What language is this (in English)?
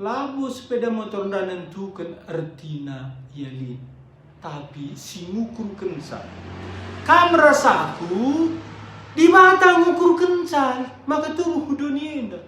Batak Karo